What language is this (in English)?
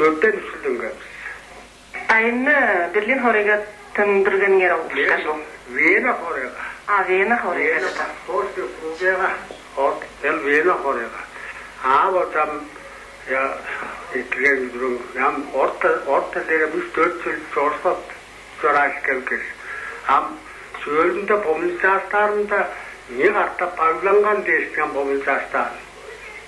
Tuvinian